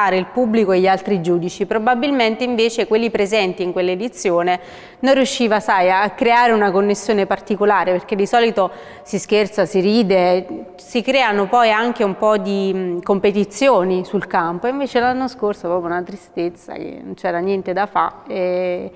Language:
Italian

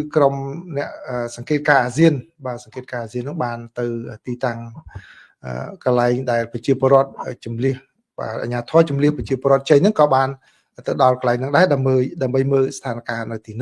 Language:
Khmer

